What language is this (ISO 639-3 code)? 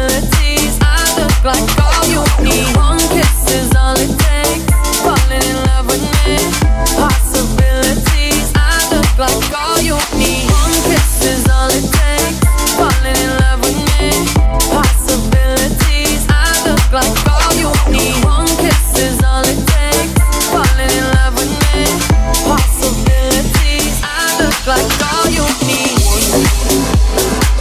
eng